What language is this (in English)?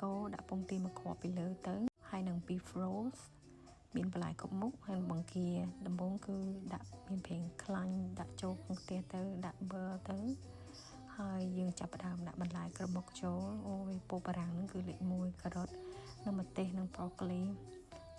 Khmer